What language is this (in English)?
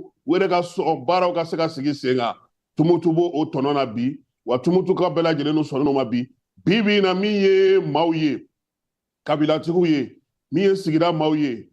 Bambara